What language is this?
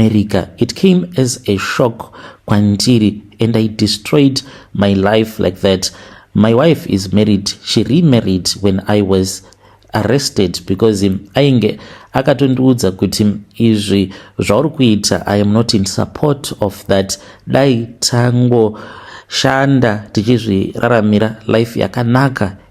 Shona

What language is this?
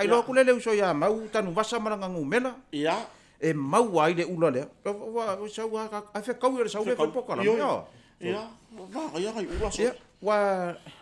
Samoan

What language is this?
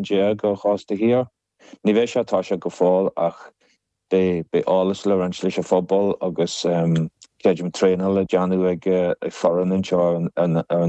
Irish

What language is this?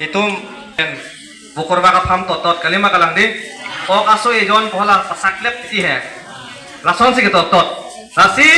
Karbi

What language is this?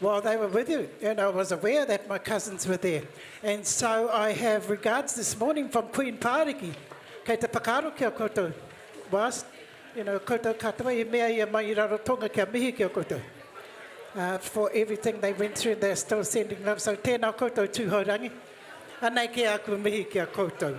Māori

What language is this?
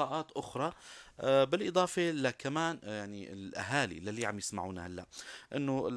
North Levantine Arabic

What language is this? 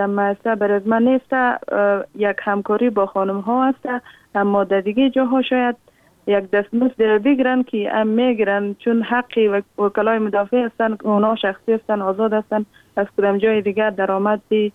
Persian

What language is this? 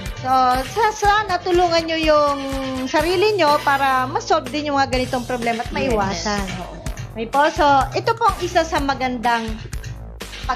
Filipino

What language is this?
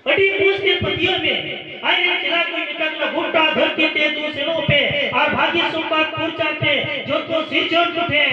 Santali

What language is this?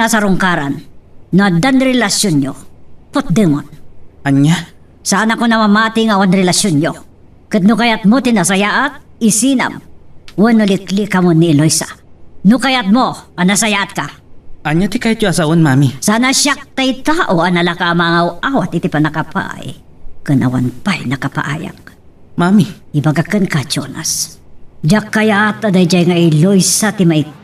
Iloko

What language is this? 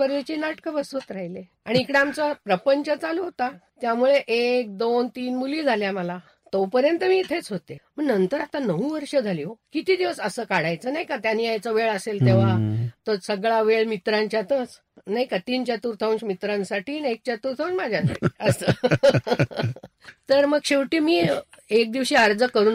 Marathi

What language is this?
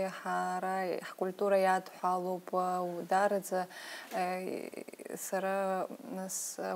Abkhazian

